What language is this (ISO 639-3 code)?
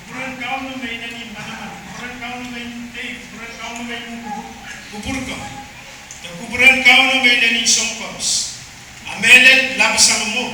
pon